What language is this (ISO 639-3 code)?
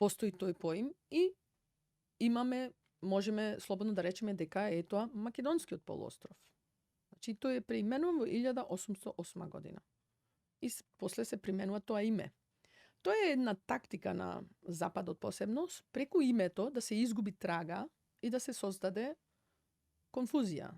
mkd